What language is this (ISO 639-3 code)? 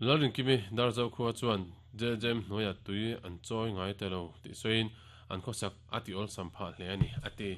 lus